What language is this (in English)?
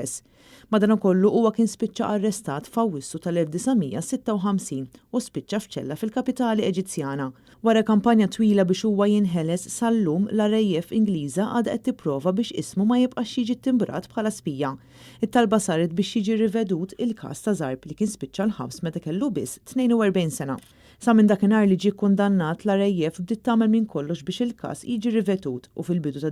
Maltese